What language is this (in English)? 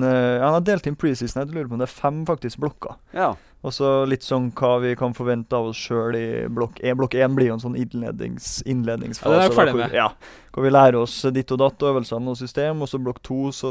Norwegian